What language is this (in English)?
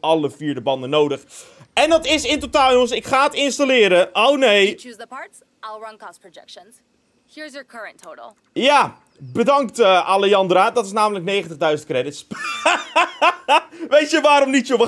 Dutch